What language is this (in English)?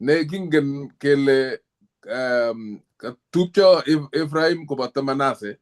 Kalenjin